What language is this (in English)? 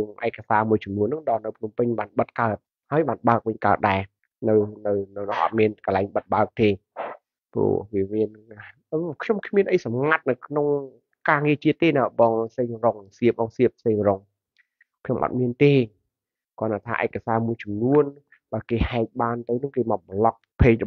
Khmer